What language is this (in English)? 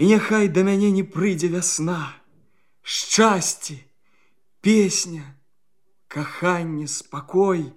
Belarusian